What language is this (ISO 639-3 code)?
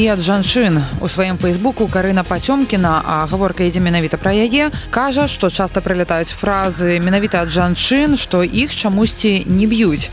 bel